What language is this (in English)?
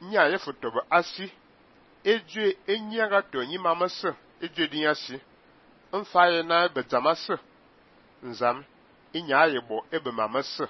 Fang